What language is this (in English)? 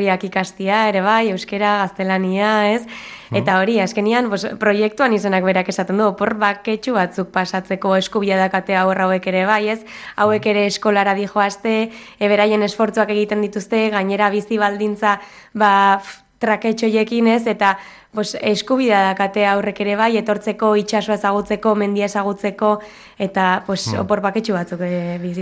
Basque